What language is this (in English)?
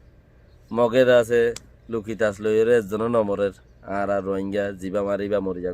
Rohingya